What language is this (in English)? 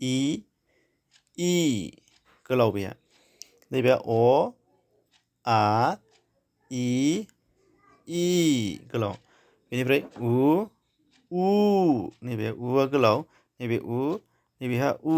Bodo